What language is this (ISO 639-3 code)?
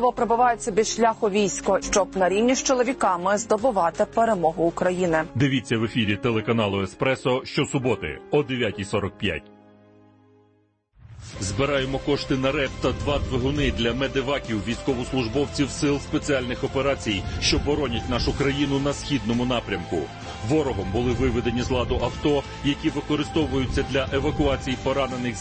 ukr